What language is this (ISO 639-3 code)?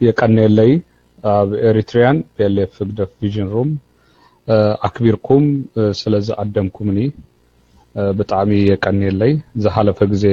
tir